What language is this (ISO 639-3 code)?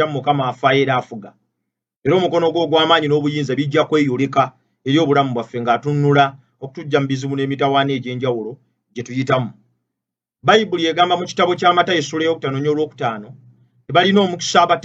lug